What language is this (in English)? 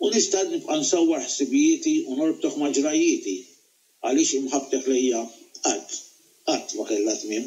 Maltese